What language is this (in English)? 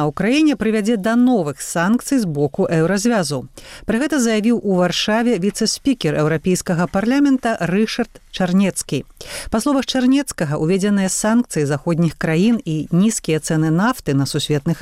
Belarusian